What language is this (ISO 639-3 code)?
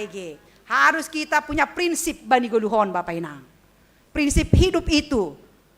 bts